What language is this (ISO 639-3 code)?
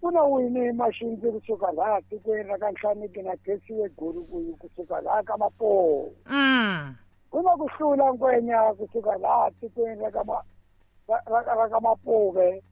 tso